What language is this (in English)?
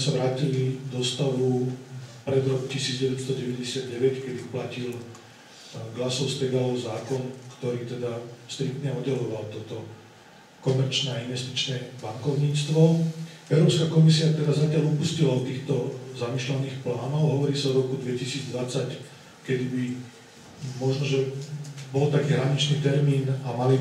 Slovak